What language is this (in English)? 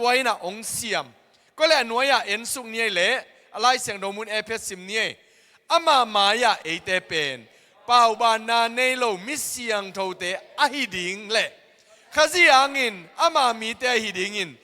Tedim Chin